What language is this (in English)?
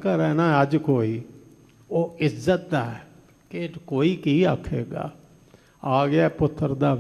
Punjabi